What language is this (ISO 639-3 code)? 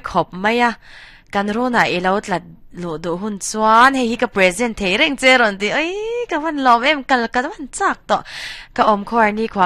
lus